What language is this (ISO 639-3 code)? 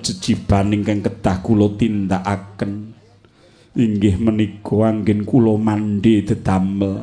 jav